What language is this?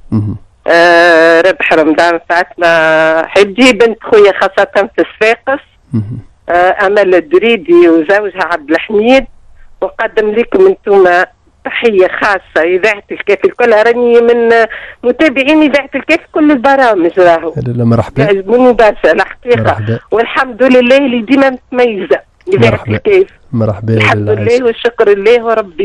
Tunisian Arabic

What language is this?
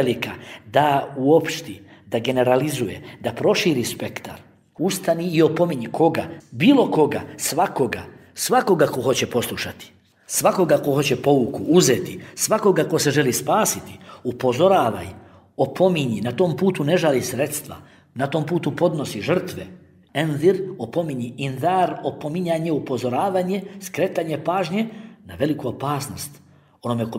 Bosnian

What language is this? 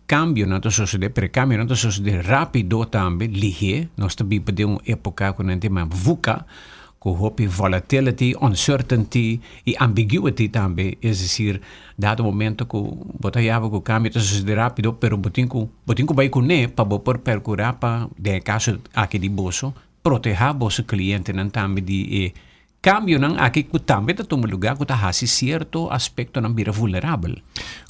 Papiamento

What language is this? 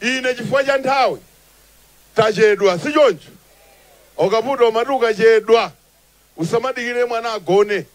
Nyanja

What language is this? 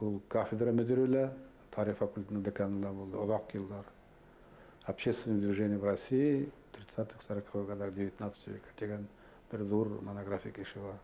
Bashkir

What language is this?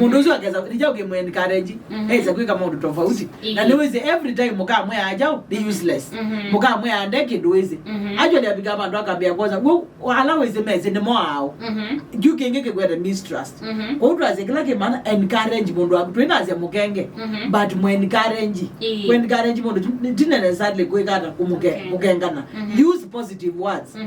Kamba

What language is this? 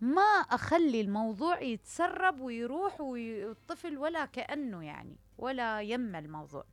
Mesopotamian Arabic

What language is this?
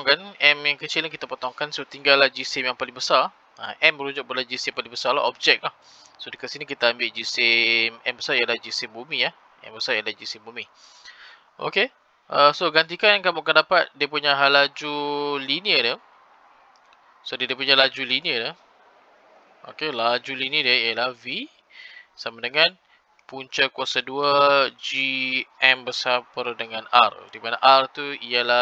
Malay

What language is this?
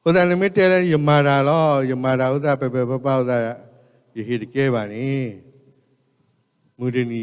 S'gaw Karen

